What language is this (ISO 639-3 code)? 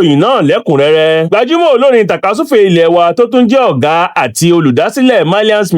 yor